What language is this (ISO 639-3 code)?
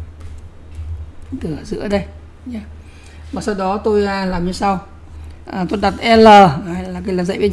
vie